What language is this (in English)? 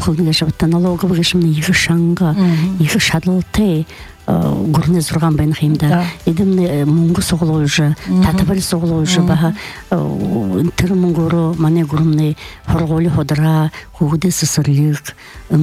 Buriat